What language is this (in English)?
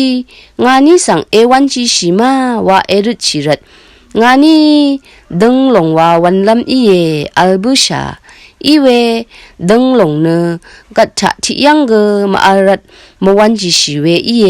Rawang